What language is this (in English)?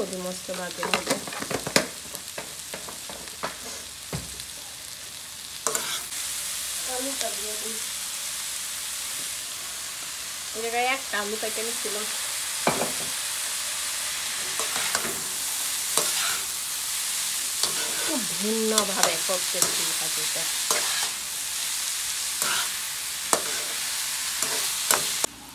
Bangla